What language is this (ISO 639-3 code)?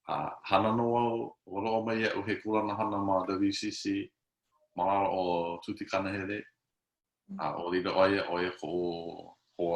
haw